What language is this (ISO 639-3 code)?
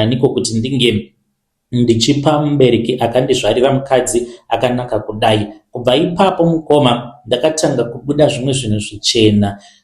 sna